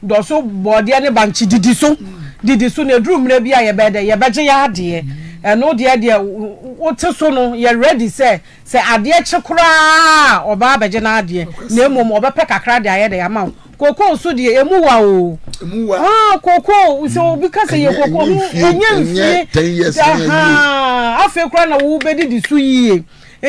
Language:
Akan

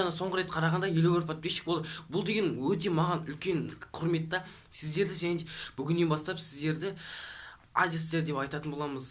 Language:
Kazakh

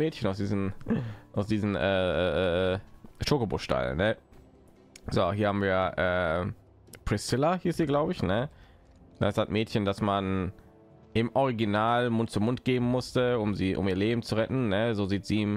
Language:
German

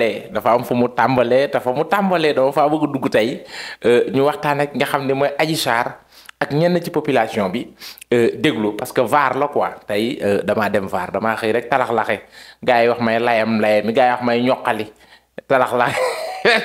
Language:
Wolof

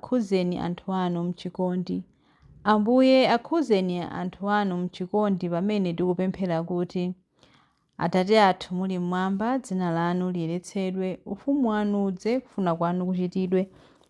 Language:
Nyanja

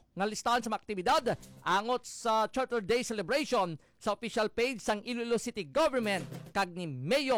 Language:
Hiligaynon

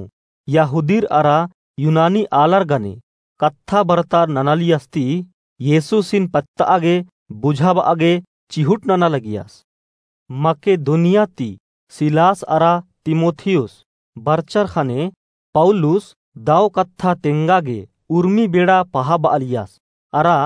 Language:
Kurukh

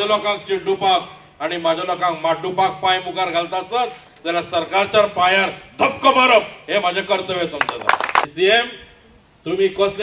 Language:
Konkani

